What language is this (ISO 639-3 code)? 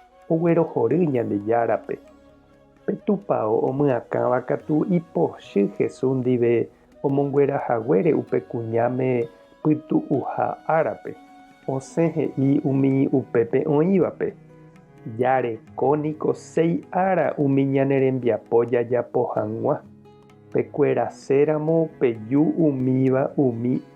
grn